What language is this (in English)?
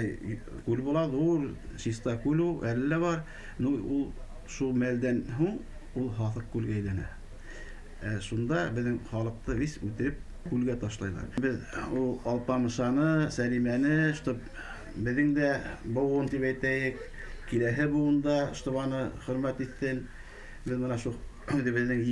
Bashkir